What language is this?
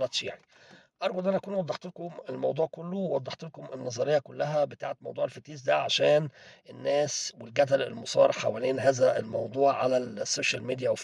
Egyptian Arabic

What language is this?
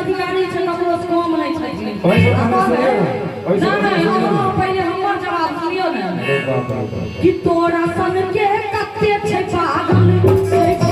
Maithili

